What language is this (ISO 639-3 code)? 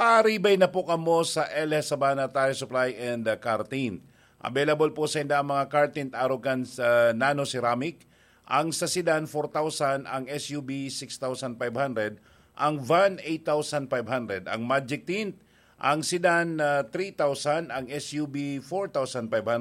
bik